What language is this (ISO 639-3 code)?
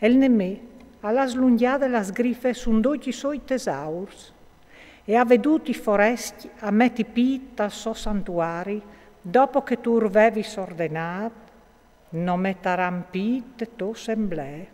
fur